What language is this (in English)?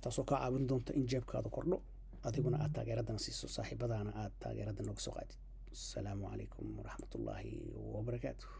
Somali